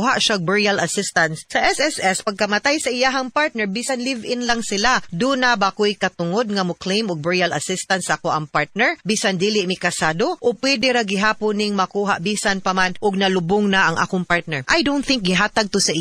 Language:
Cebuano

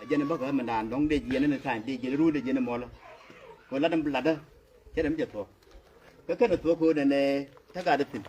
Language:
Nuer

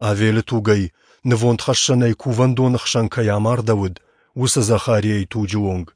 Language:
Ossetic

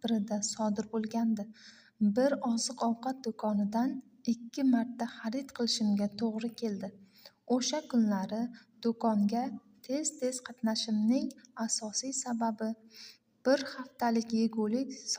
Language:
Uzbek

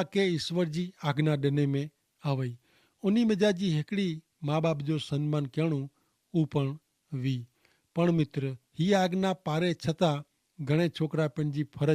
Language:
Kachhi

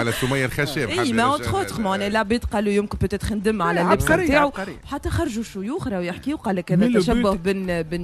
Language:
Tunisian Arabic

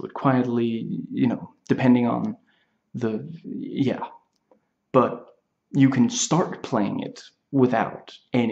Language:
English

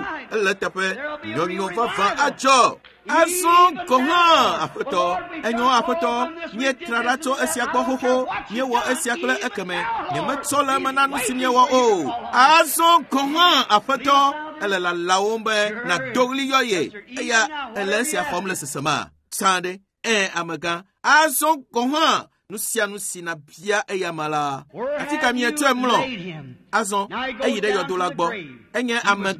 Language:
Ewe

